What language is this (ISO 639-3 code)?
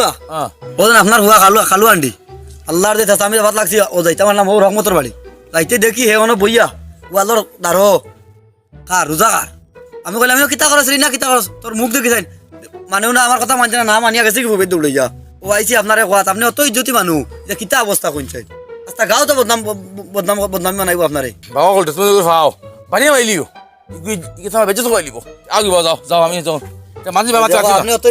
syl